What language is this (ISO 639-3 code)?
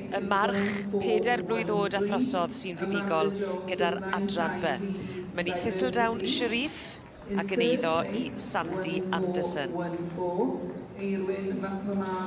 cym